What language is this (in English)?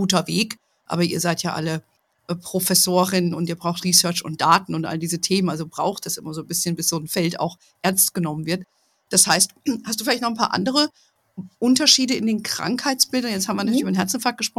German